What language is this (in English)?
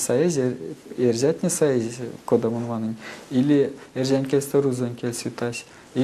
Erzya